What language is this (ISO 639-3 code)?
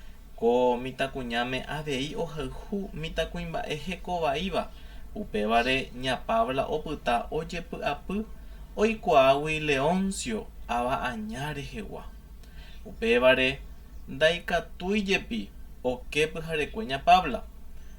grn